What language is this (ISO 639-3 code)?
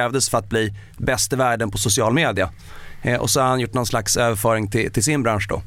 swe